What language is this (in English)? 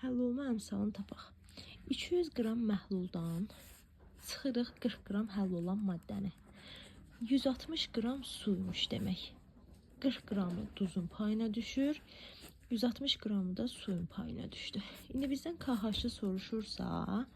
Azerbaijani